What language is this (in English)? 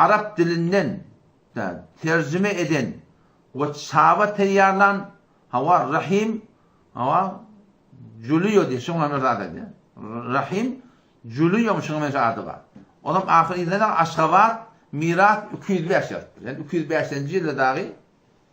Turkmen